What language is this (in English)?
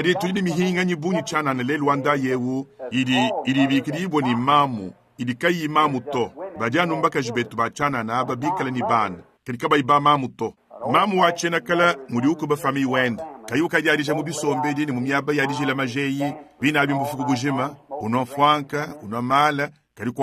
Luba-Lulua